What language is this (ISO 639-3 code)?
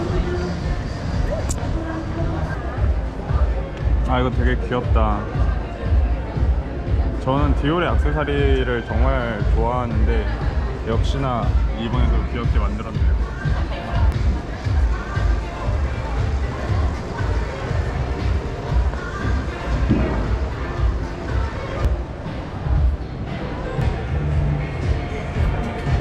kor